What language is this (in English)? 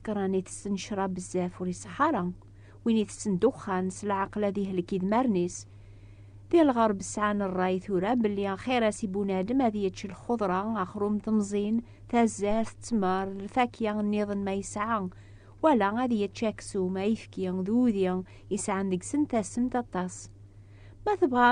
Kabyle